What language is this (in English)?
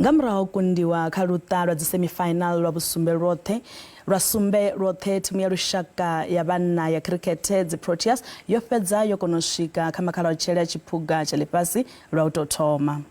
Venda